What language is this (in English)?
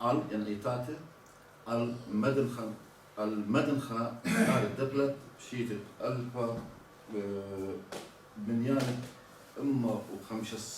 Assyrian Neo-Aramaic